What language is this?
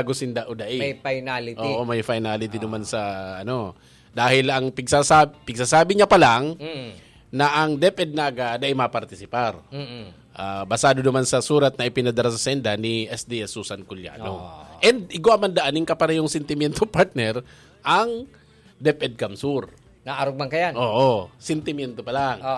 Bikol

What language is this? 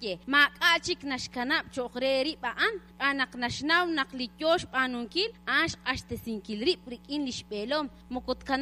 Kekchí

